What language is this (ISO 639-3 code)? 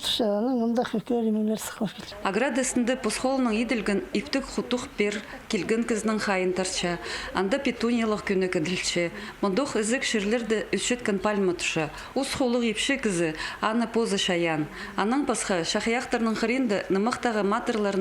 kjh